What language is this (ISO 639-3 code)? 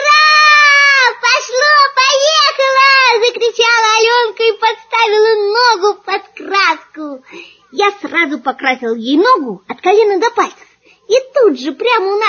rus